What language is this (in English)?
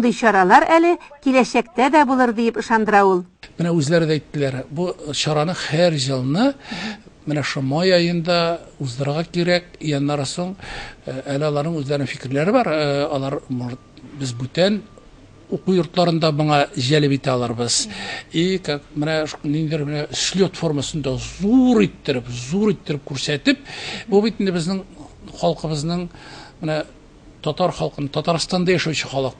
Tatar